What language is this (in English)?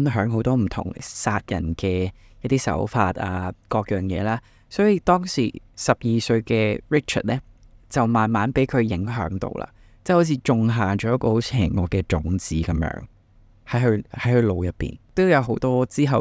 Cantonese